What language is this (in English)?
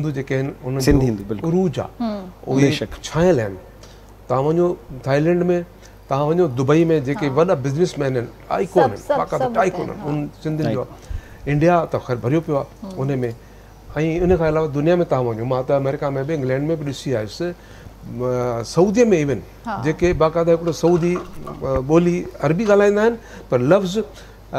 Sindhi